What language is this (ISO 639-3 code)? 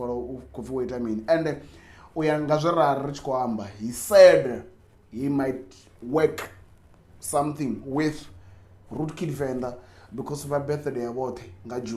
ven